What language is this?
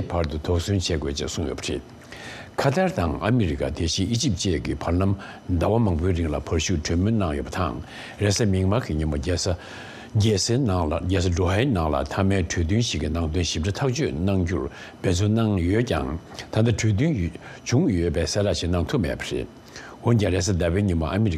Tibetan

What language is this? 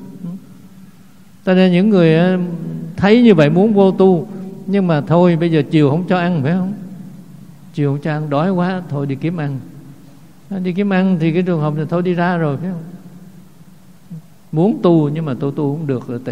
Vietnamese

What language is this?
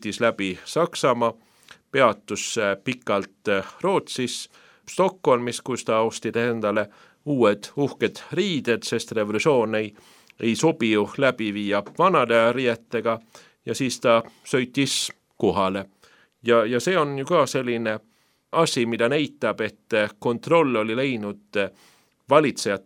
Estonian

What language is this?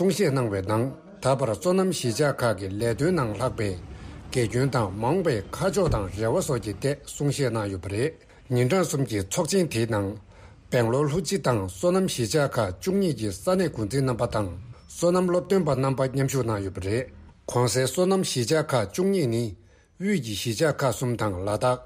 Tibetan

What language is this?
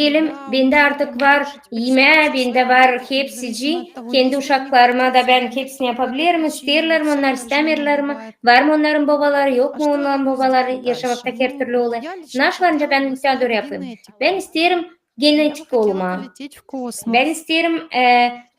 Gagauz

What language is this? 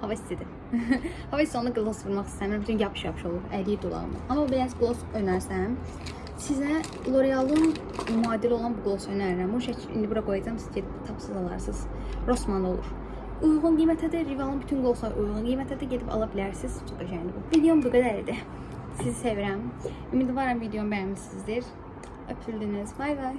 Azerbaijani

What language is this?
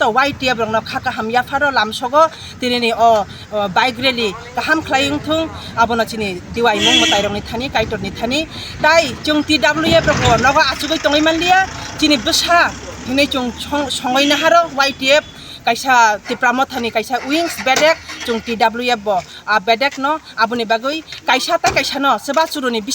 Kok Borok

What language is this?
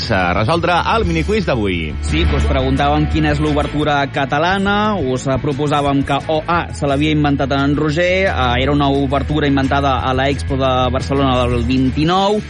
Catalan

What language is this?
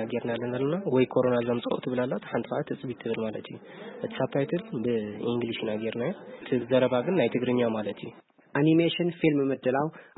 Tigrinya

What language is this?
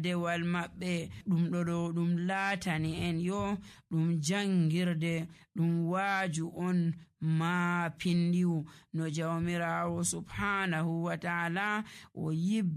Nigerian Fulfulde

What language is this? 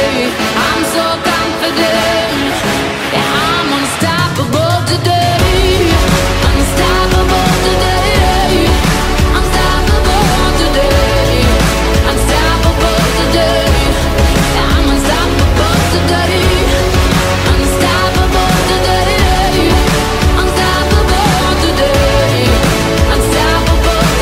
English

